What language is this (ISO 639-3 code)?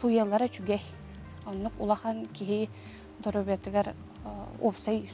sah